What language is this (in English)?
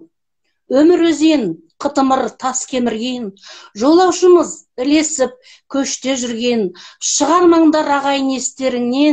Kazakh